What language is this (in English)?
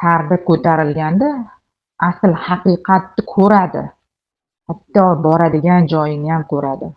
Uzbek